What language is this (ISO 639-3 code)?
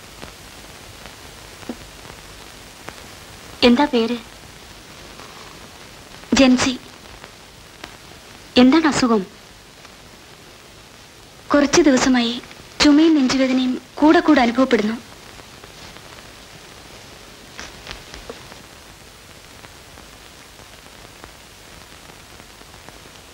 mal